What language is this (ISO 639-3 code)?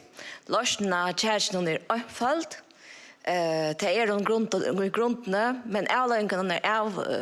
fao